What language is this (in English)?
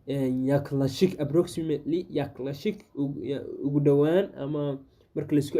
Somali